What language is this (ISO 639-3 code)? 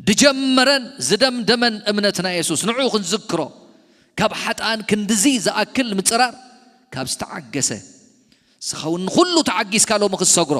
tir